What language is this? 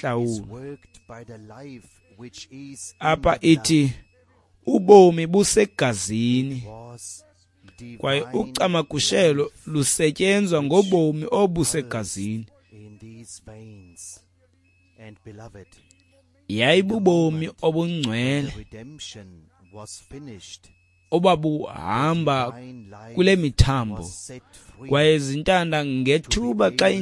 Xhosa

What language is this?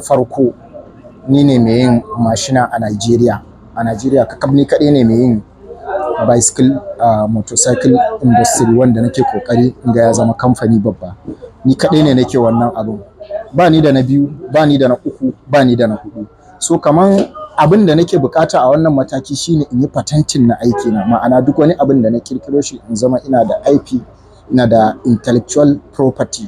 Hausa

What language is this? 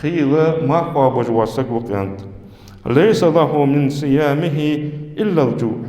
Ingush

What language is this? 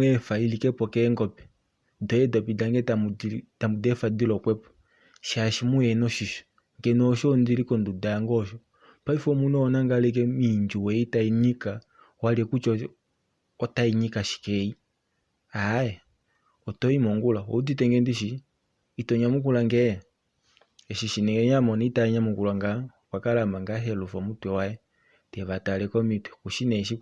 Kuanyama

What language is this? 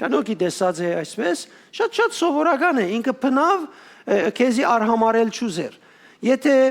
Western Armenian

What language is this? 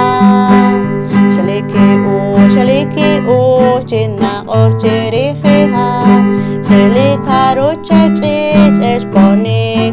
Poqomchi'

